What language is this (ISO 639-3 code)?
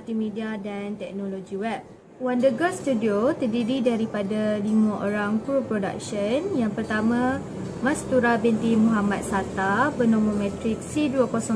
msa